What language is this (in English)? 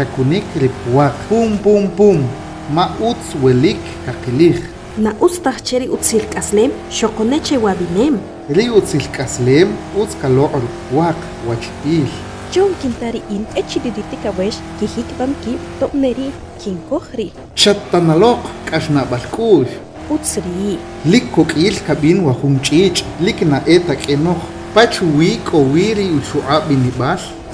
Achi